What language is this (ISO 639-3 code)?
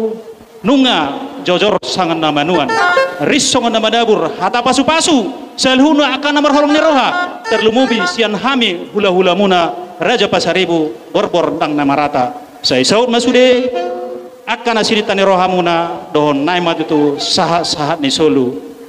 bbc